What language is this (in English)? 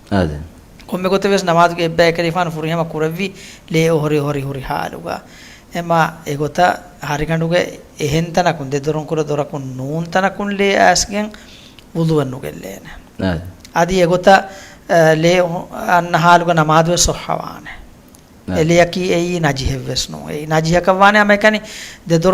Divehi